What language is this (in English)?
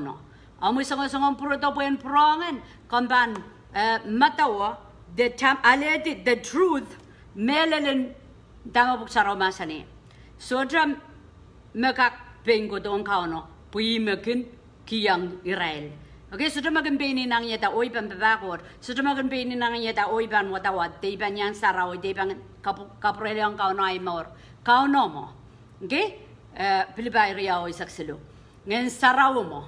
Pohnpeian